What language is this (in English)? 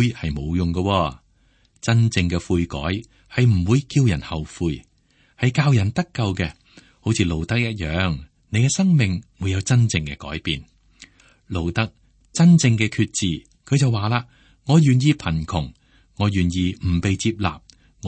Cantonese